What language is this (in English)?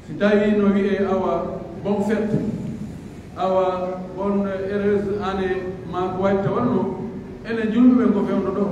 Pular